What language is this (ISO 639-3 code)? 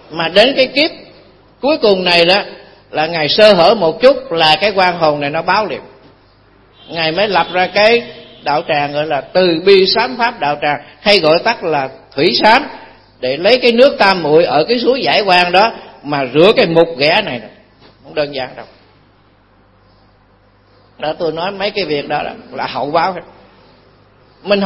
vie